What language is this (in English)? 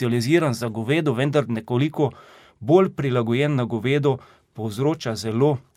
Slovenian